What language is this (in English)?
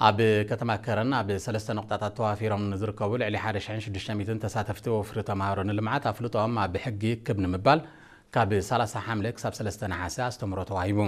Tigrinya